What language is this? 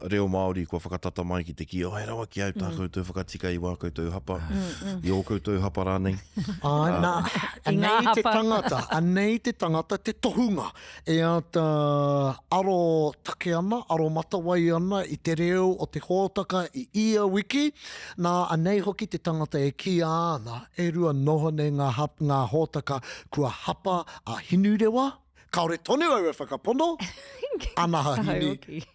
Māori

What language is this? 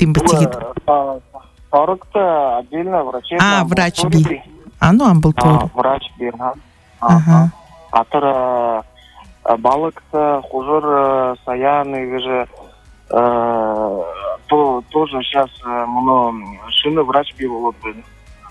Buriat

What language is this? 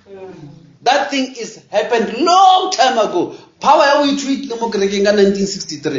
Northern Sotho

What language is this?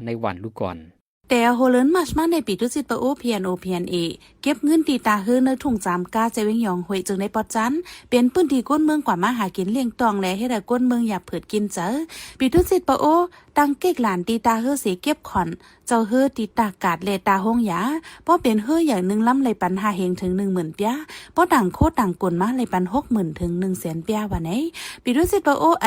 Shan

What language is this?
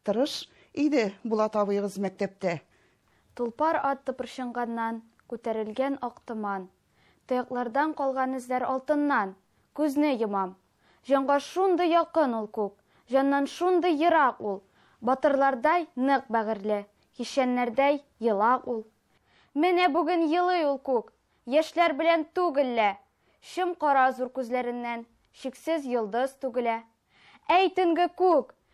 Tatar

